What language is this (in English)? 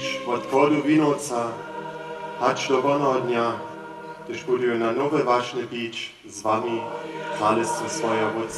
Upper Sorbian